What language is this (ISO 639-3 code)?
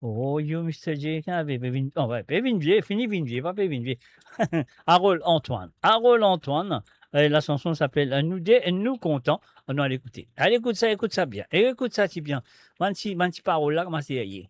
mfe